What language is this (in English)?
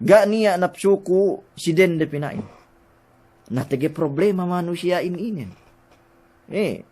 Yakan